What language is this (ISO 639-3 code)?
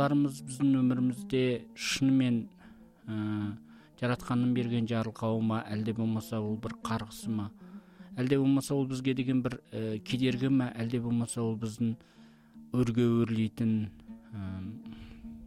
kaz